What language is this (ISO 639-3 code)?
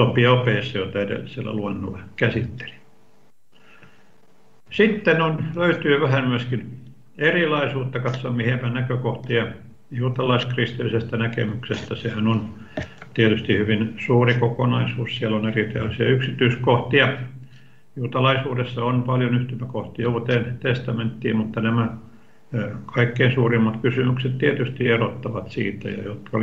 fin